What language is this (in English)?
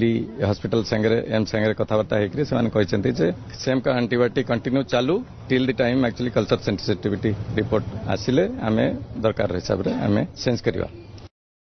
Odia